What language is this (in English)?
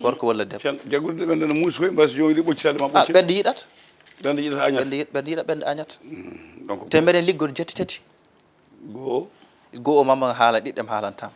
Fula